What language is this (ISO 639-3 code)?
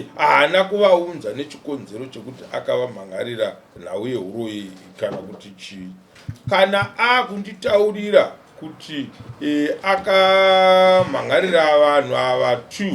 sna